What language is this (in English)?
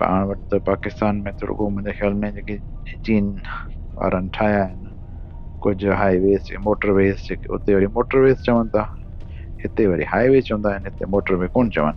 Sindhi